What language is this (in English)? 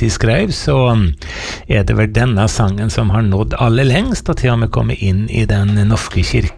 Norwegian